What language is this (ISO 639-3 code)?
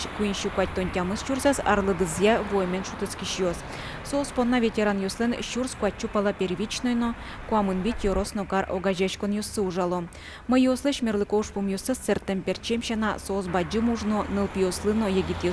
udm